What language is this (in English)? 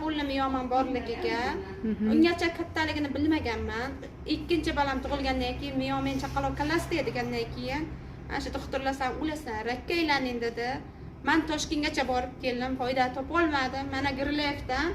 Uzbek